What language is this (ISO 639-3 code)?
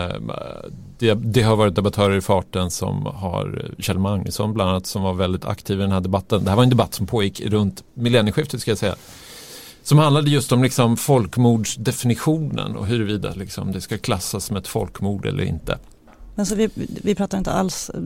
swe